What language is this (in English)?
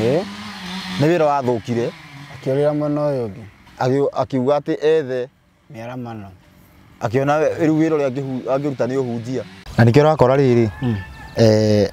Kikuyu